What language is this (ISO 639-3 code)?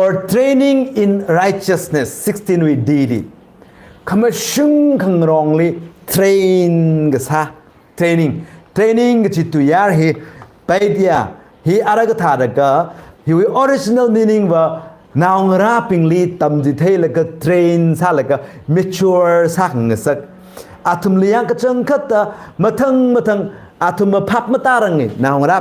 nmf